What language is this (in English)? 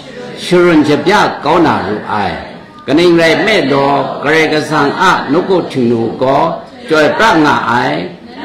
Kachin